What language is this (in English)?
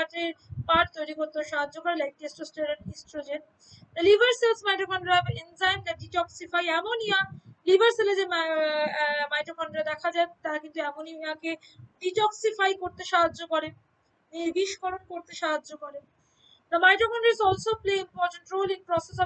Bangla